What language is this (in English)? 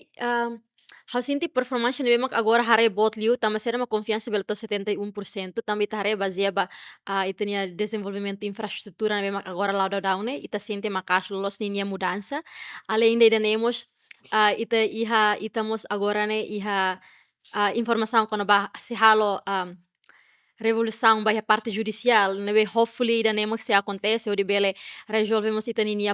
Tetum